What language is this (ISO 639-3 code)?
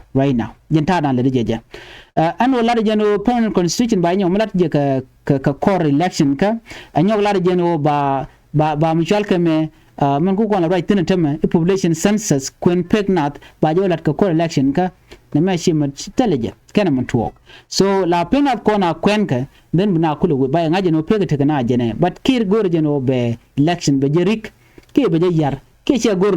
nus